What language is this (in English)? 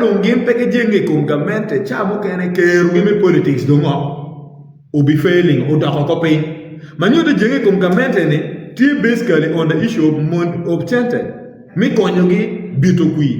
Acoli